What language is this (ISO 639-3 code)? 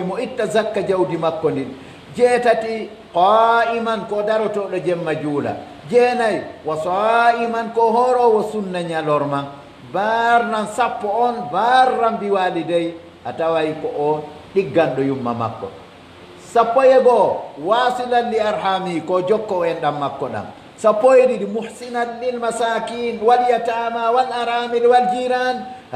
fuf